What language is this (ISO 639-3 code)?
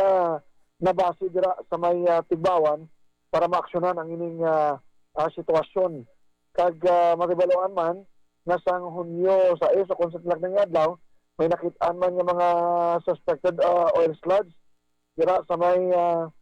hil